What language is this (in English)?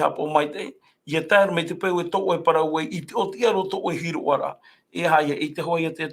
Tahitian